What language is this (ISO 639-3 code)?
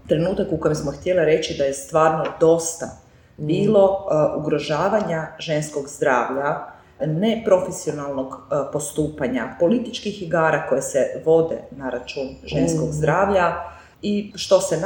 srp